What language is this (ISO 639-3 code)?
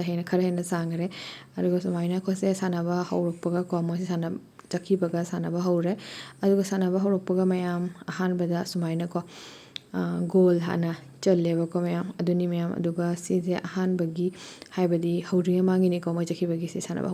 mni